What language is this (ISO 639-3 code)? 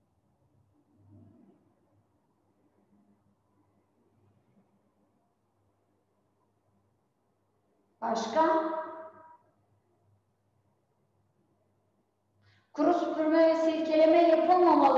tur